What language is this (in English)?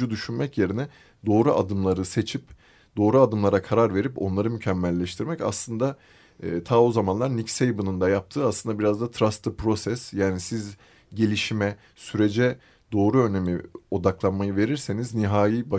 Turkish